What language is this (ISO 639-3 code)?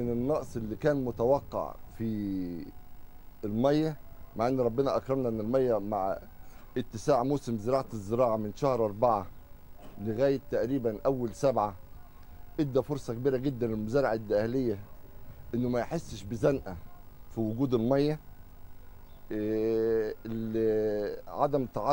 arz